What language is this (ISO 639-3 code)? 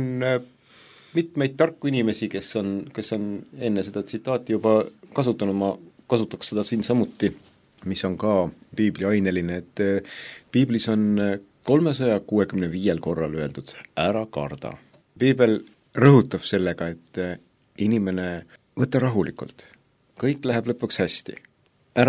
est